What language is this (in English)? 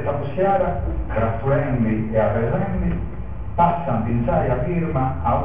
Sardinian